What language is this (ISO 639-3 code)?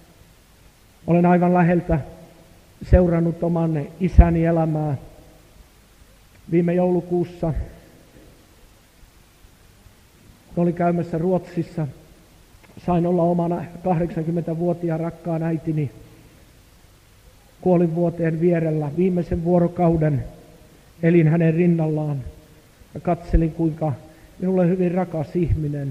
fin